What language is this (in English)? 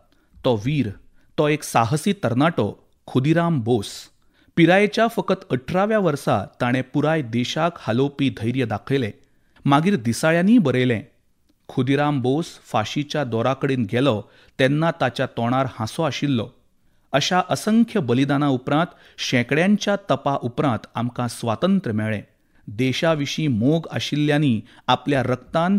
Konkani